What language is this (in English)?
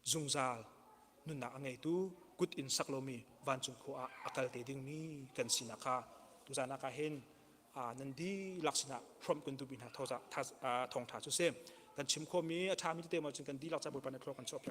Hakha Chin